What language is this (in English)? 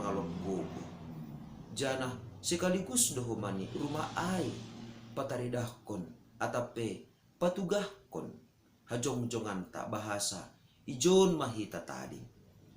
Batak Simalungun